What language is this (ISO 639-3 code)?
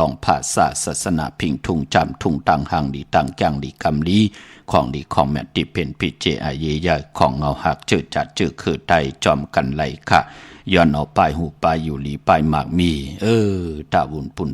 shn